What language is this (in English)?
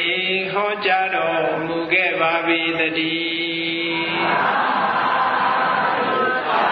Burmese